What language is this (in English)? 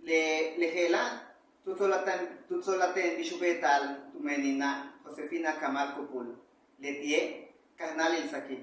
Yucateco